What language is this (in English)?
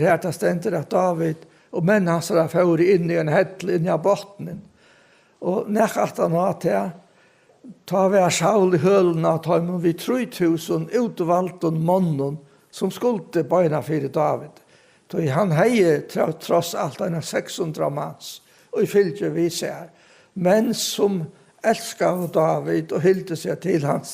Faroese